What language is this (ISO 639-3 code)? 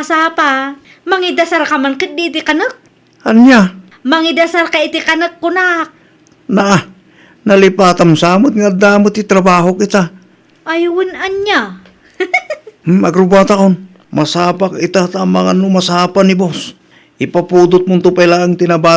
ilo